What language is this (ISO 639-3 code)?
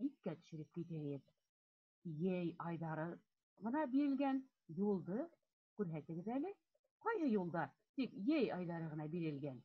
bak